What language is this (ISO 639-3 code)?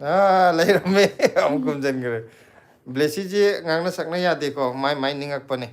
mni